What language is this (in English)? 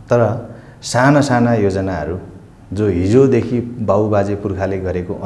Nepali